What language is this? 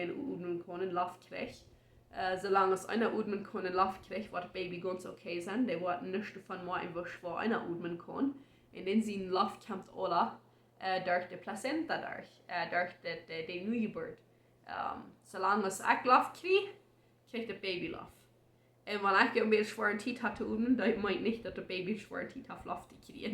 Plautdietsch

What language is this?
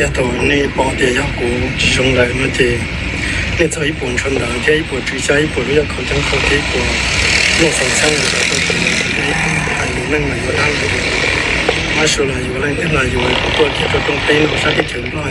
Hmong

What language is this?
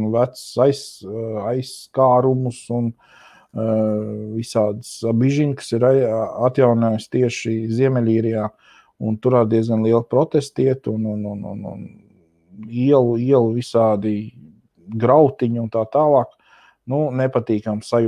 Latvian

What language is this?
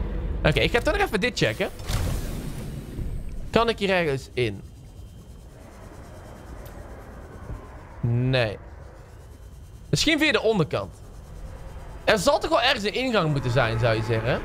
Dutch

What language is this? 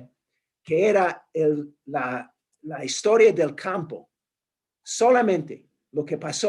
Ladino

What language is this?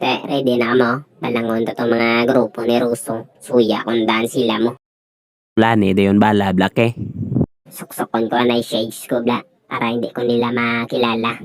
Hiligaynon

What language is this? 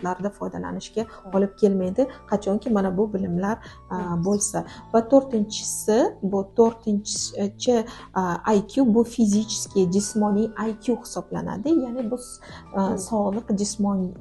Uzbek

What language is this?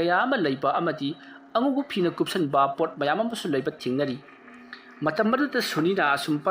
Manipuri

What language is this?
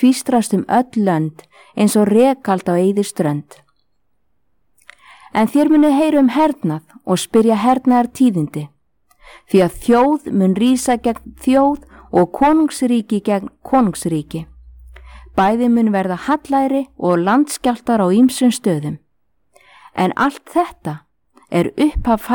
Icelandic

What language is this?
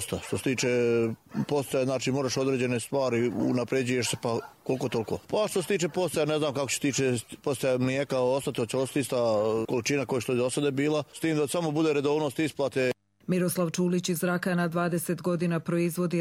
Bosnian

